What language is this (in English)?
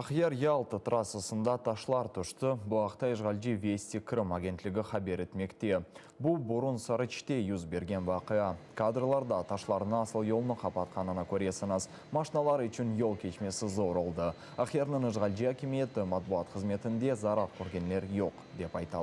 Crimean Tatar